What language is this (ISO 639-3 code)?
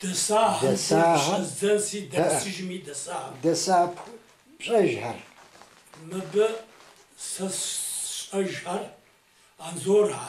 kbd